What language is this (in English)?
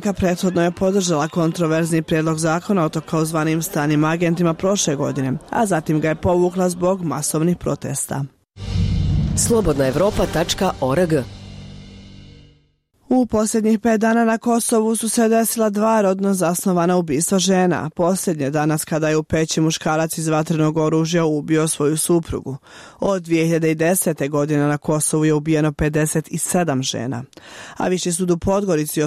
Bosnian